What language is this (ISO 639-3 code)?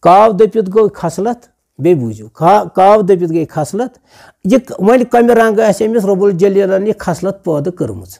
kas